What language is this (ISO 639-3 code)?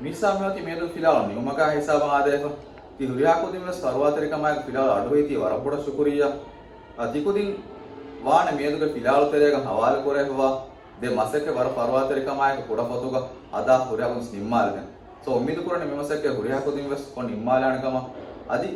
div